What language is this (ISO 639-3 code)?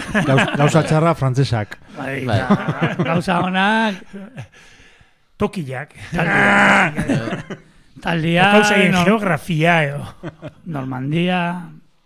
eus